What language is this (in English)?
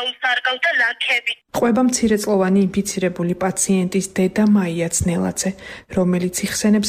Georgian